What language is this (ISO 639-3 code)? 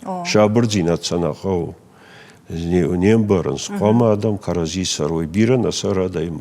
oss